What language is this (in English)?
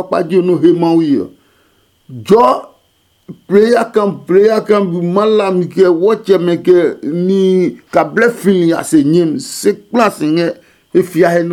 Adangme